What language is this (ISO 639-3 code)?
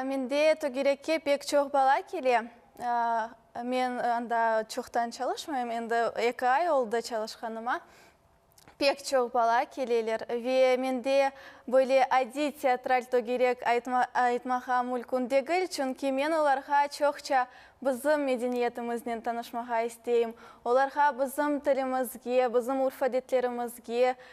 crh